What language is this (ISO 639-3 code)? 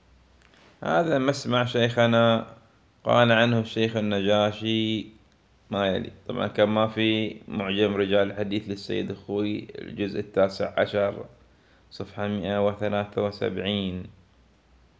ara